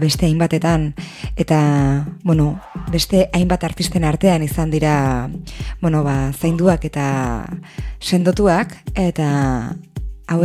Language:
Basque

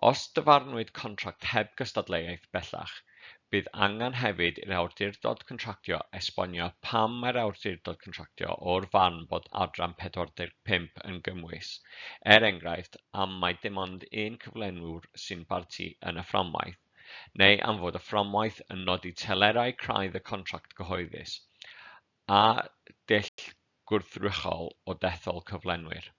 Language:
Welsh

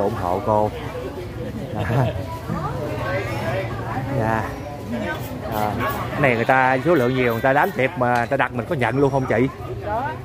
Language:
Vietnamese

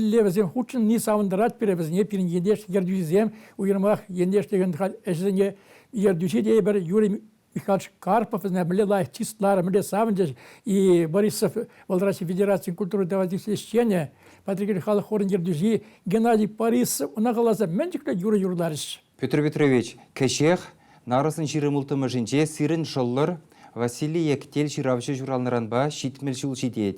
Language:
Chuvash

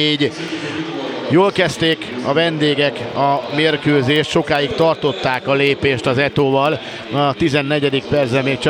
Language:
Hungarian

